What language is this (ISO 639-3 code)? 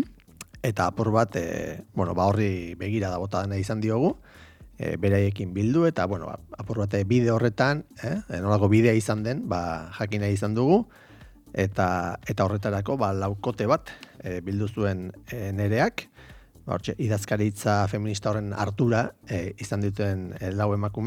eus